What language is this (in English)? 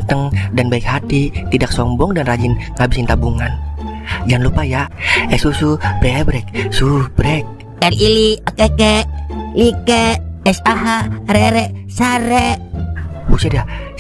Betawi